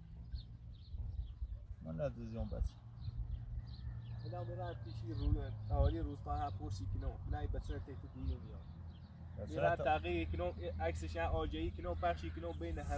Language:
Persian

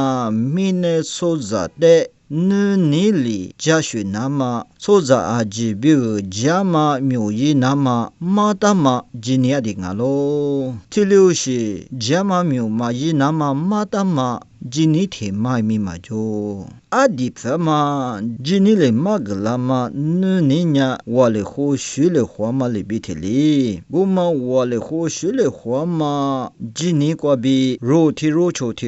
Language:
Lisu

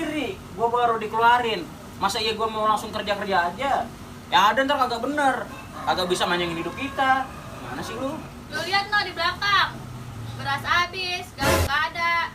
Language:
Betawi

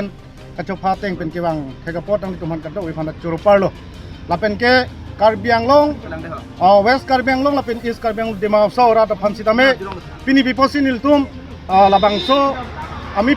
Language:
Karbi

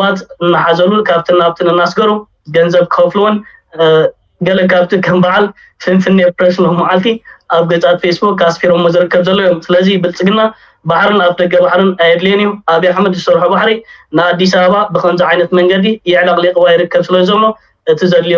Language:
Tigrinya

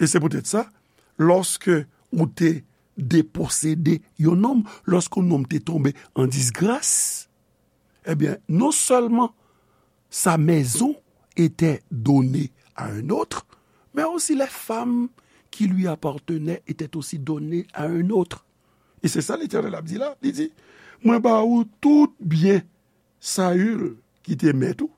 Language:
Haitian Creole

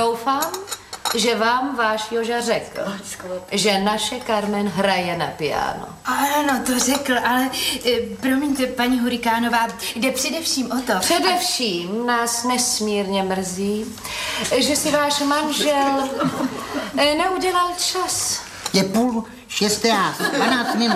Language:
Czech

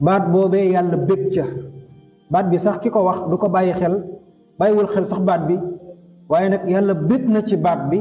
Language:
Wolof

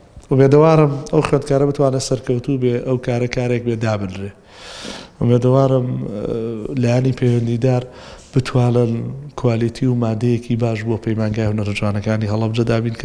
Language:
Central Kurdish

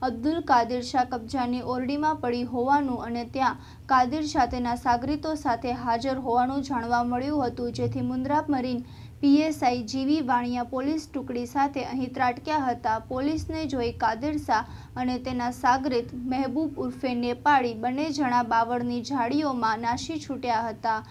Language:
Gujarati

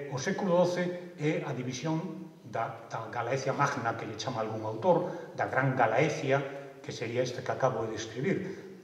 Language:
Galician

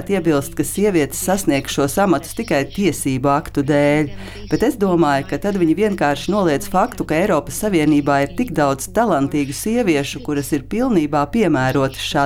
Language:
Latvian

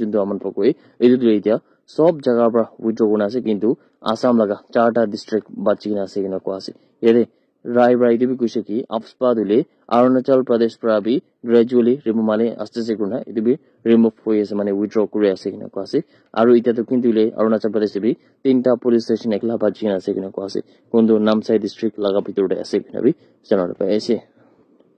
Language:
Naga Pidgin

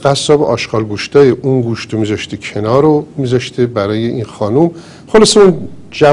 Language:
Persian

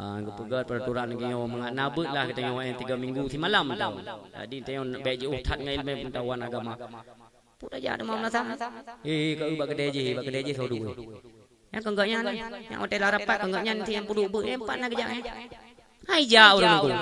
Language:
Achinese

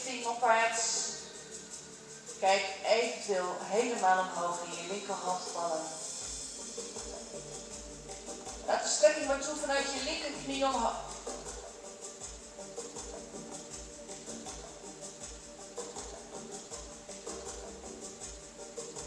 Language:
Dutch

